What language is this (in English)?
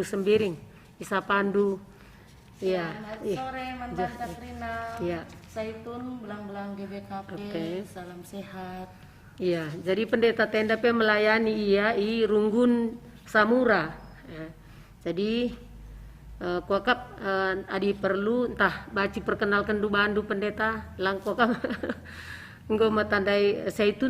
Batak Karo